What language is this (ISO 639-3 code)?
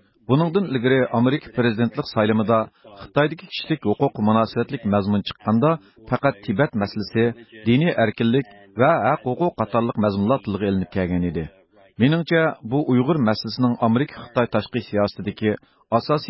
uig